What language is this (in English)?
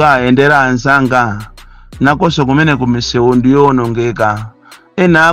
Nyanja